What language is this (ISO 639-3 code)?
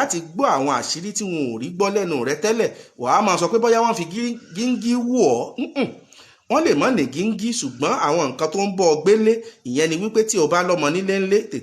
yor